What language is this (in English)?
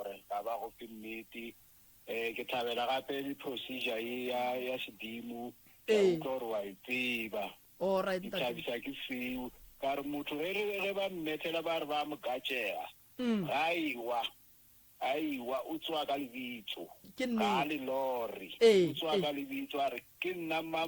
Northern Sotho